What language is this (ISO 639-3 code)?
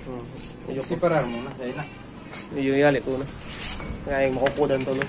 bik